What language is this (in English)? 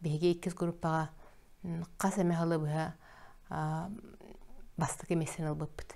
Yakut